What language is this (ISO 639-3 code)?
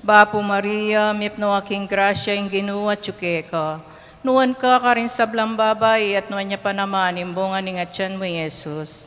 pam